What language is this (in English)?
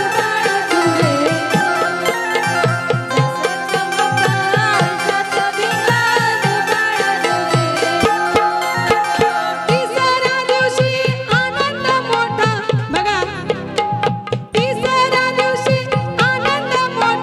Marathi